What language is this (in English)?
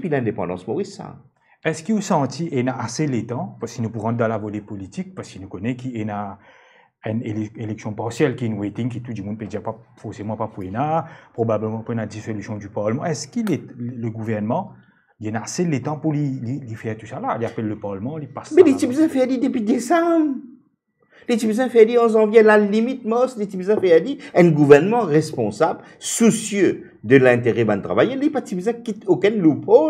Morisyen